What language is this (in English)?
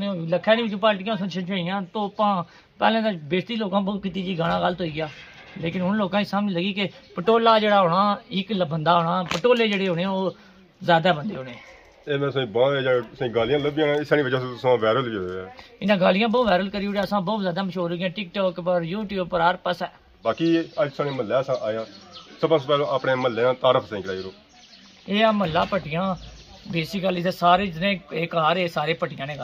Pahari-Potwari